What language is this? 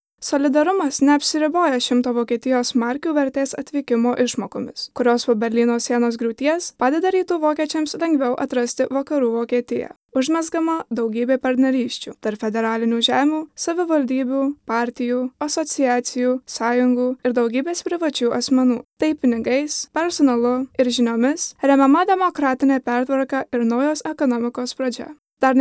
Lithuanian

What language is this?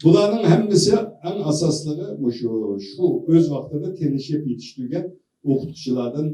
Uyghur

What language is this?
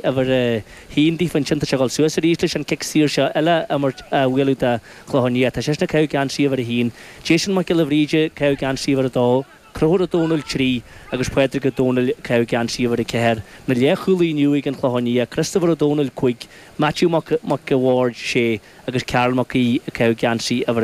Irish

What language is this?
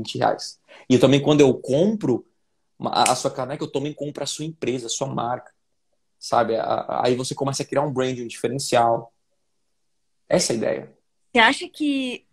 Portuguese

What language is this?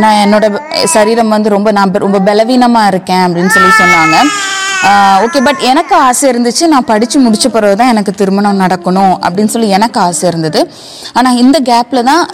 Tamil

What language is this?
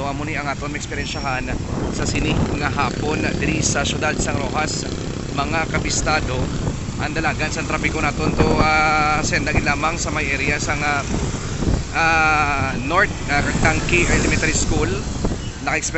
Hiligaynon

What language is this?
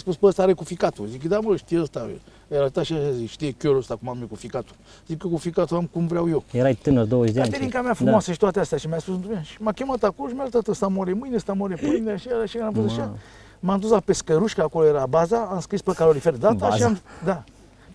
Romanian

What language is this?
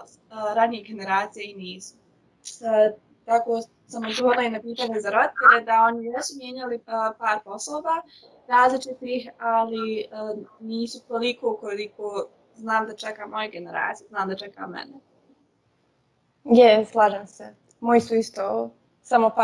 Croatian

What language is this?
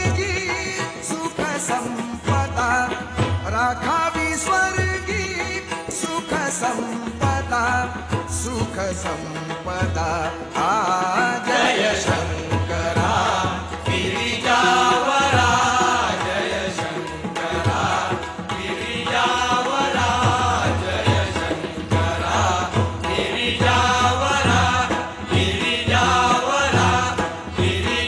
Marathi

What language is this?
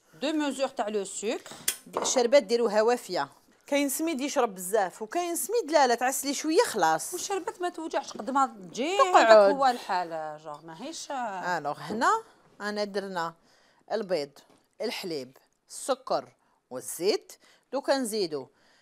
Algerian Arabic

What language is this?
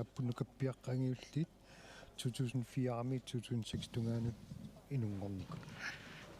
Kalaallisut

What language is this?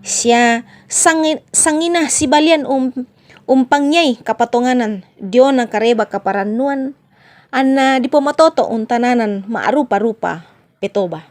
Toraja-Sa'dan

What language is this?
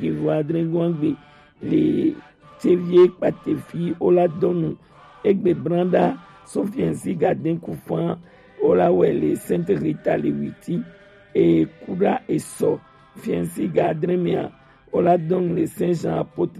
Gen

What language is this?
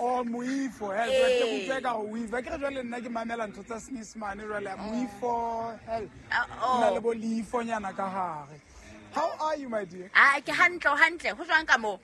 Southern Sotho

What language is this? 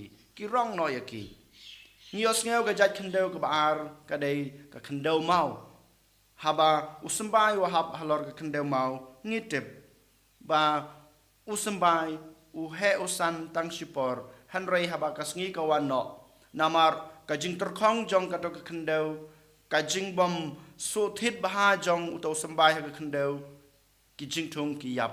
Khasi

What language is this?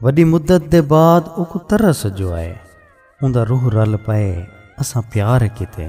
Saraiki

